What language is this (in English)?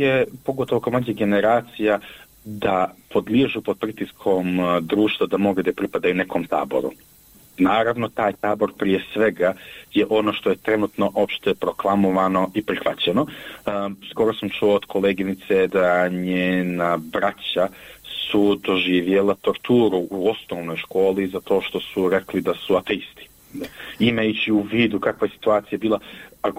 Bosnian